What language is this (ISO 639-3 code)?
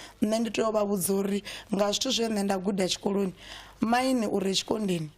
ven